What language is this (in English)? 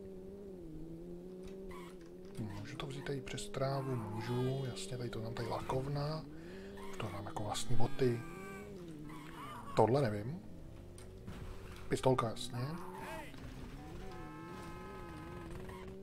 Czech